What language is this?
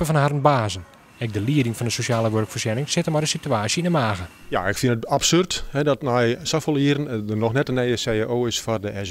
Western Frisian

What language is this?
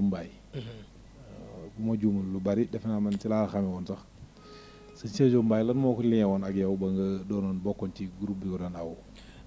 Wolof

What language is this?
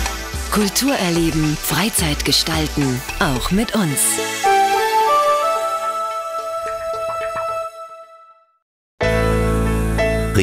German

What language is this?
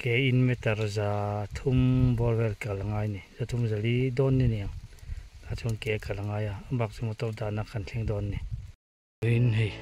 Mizo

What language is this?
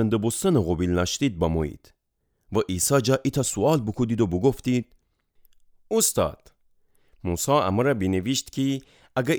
Gilaki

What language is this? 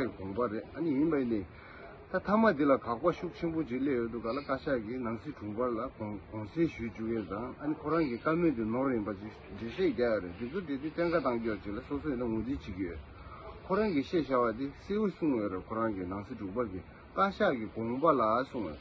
Tibetan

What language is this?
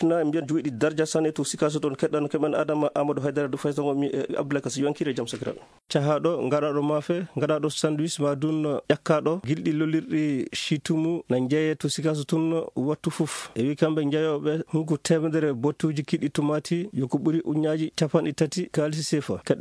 Fula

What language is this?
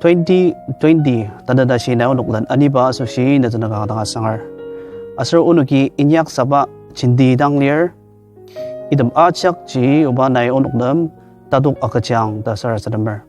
Ao Naga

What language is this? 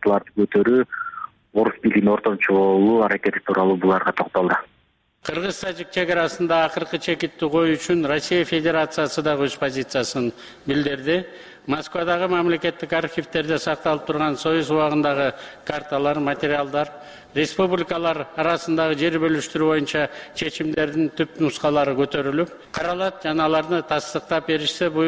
Kyrgyz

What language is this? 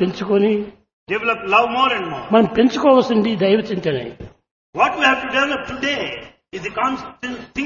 Telugu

